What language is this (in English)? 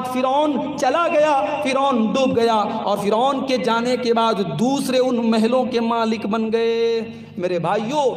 Urdu